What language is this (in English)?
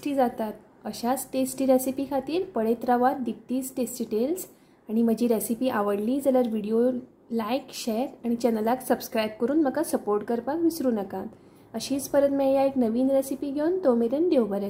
Konkani